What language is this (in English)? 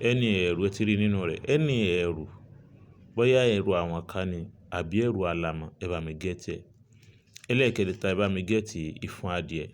Yoruba